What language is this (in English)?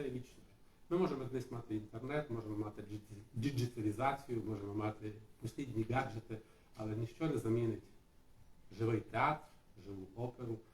Rusyn